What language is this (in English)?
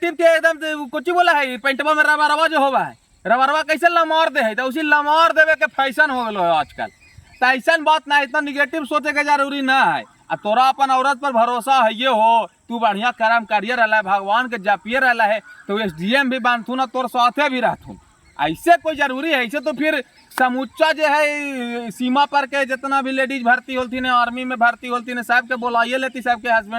Magahi